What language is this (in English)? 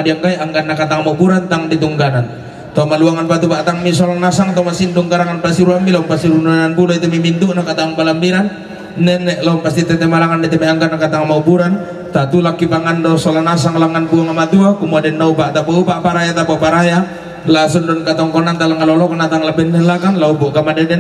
Toraja-Sa'dan